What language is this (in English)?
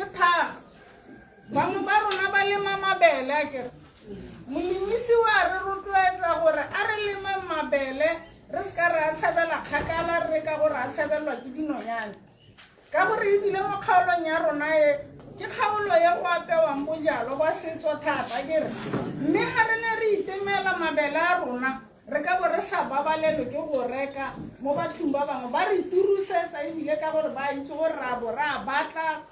Tswana